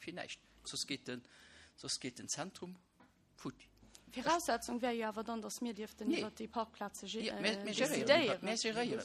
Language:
Luxembourgish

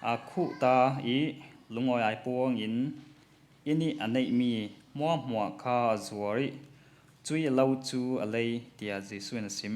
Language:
Hakha Chin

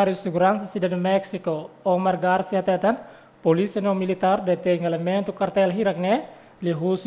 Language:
Tetum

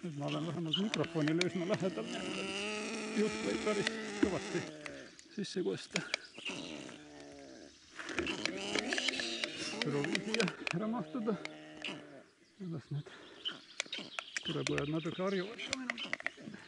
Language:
Estonian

